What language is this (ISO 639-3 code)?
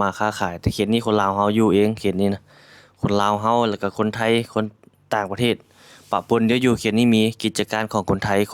lao